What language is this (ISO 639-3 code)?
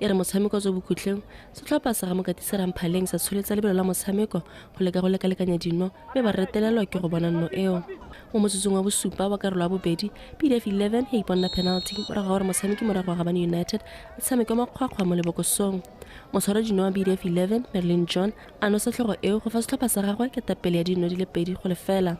tsn